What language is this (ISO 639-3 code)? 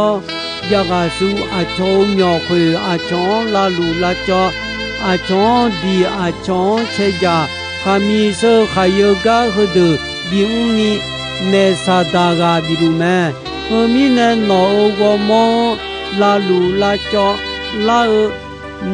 ahk